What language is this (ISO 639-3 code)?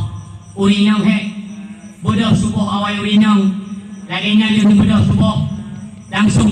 ace